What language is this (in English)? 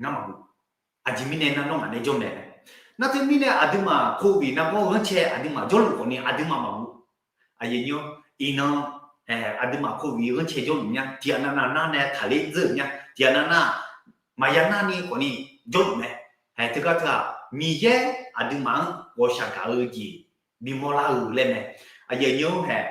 Akha